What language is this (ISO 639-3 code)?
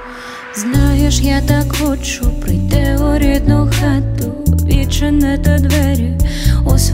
ukr